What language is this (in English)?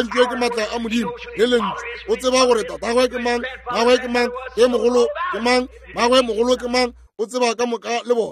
Northern Sotho